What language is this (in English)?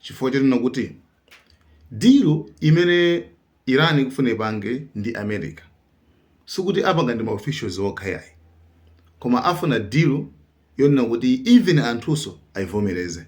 Nyanja